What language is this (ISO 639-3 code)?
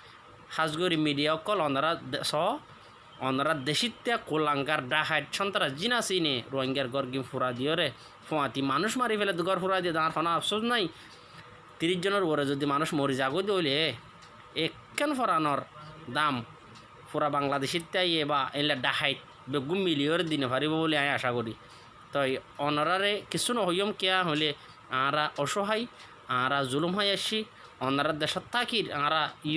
rhg